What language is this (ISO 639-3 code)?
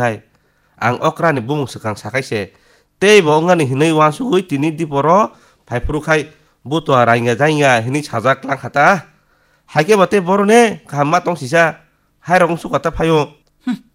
trp